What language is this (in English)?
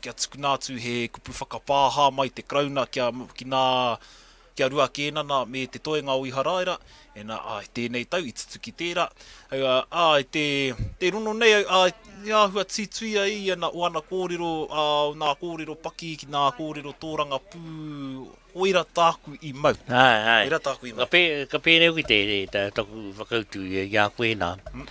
Māori